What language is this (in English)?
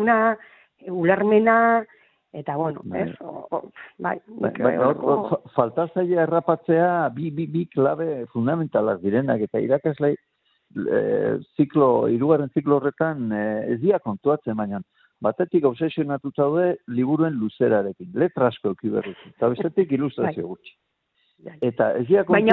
Basque